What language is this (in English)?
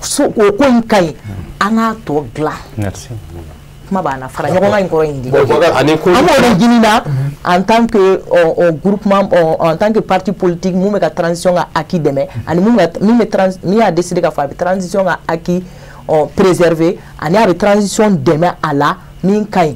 Bambara